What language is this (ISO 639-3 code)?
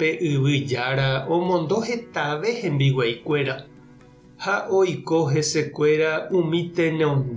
grn